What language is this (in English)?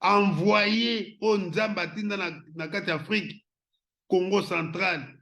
Lingala